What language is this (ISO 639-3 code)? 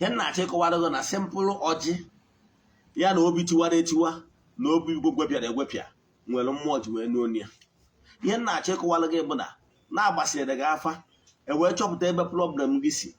ibo